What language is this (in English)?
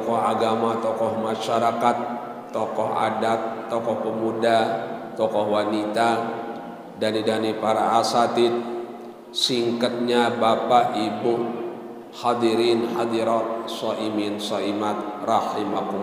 Sasak